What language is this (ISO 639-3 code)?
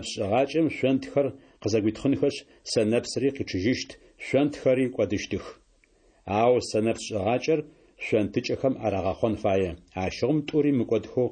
ady